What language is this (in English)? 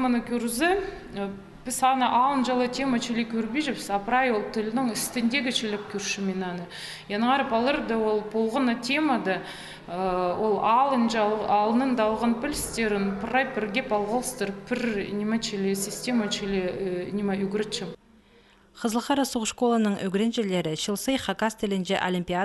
Khakas